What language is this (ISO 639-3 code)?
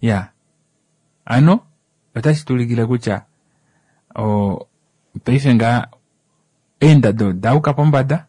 kua